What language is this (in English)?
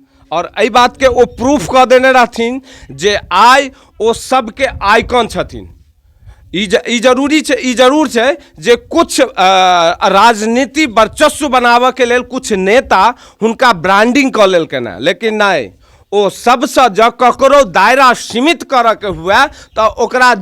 Maithili